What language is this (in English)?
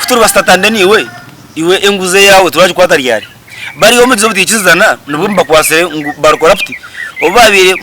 Nyankole